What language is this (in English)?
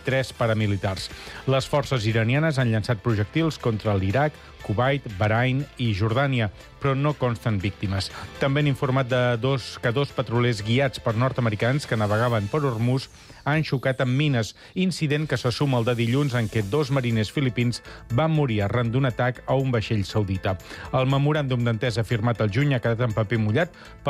Catalan